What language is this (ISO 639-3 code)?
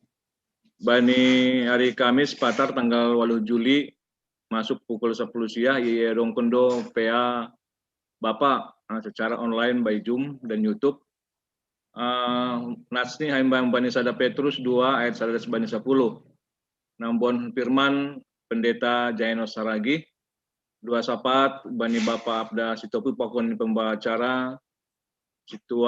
bts